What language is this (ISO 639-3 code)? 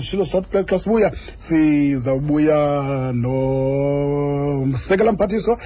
xho